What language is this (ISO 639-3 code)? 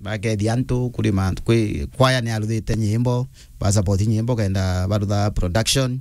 mer